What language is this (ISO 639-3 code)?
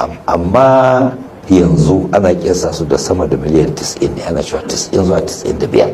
hau